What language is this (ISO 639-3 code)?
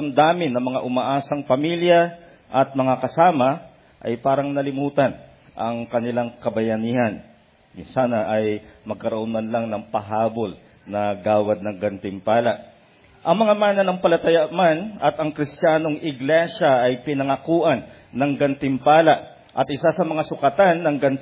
fil